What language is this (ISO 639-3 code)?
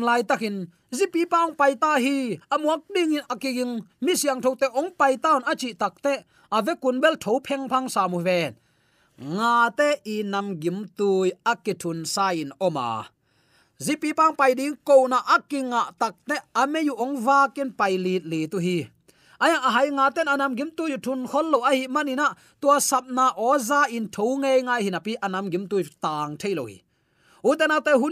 ctd